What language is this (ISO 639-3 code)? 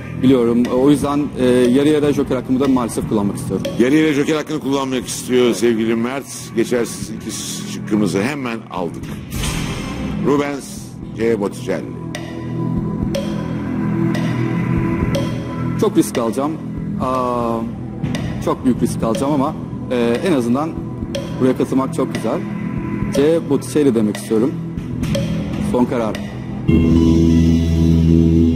tur